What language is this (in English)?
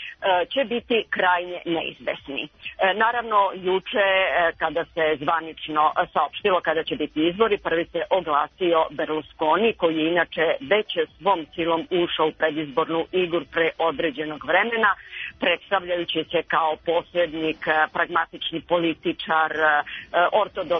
Serbian